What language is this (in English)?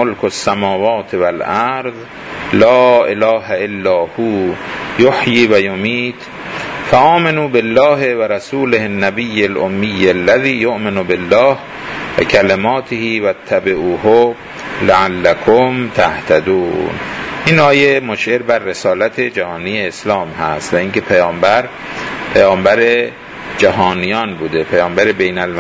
Persian